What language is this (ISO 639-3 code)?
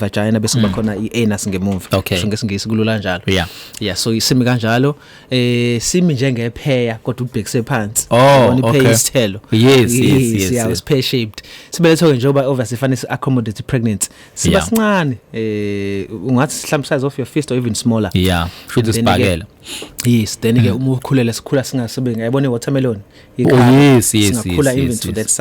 zul